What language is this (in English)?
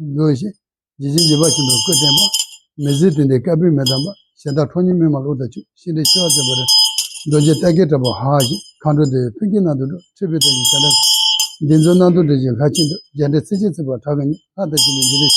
Tibetan